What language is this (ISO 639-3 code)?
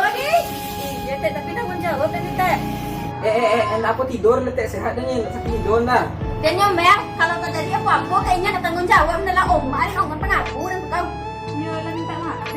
min